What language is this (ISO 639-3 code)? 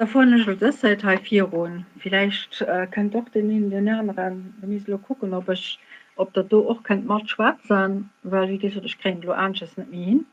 ltz